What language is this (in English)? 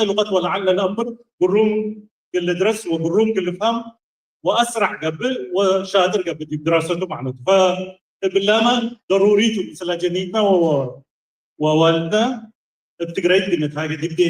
Tigre